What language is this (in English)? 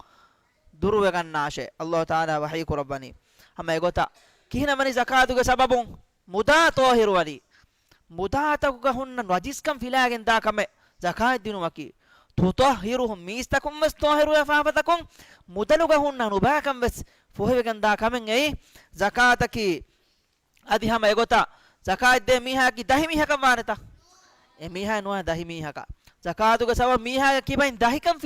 Divehi